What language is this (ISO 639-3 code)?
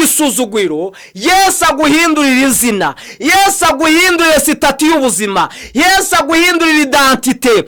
kin